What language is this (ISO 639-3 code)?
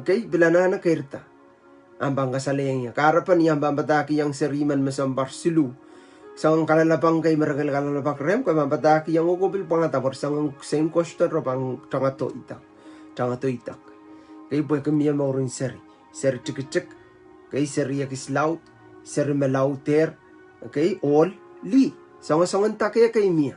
pon